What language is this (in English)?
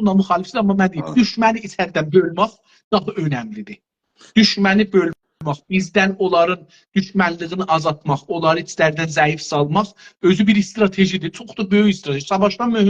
South Azerbaijani